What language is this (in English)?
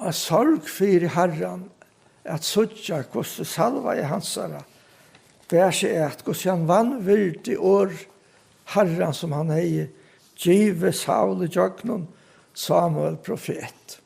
Faroese